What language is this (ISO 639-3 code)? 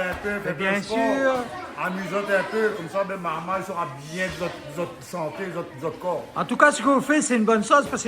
rcf